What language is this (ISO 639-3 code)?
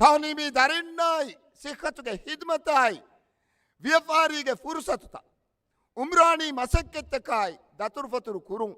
div